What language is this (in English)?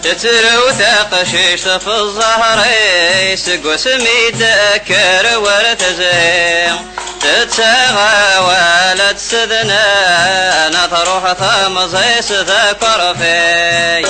Kabyle